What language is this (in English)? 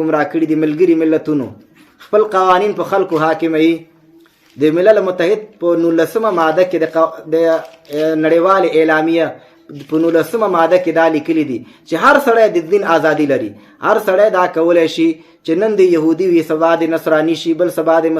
Pashto